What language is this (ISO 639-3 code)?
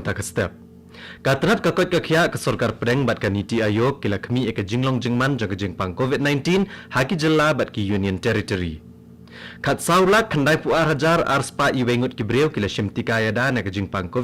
kha